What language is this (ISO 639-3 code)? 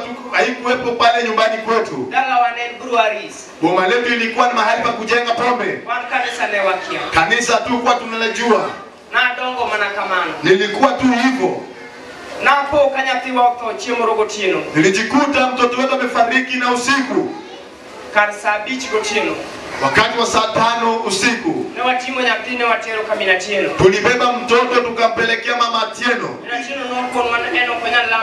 luo